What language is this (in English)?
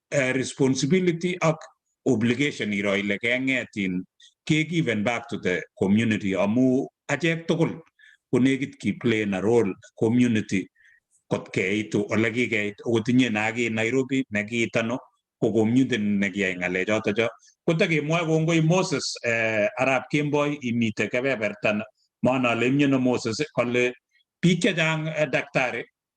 Kalenjin